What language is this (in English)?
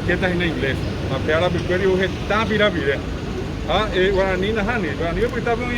Guarani